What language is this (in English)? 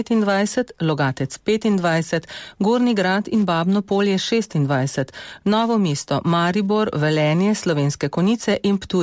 Slovenian